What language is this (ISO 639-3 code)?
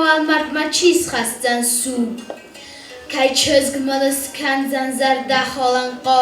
oss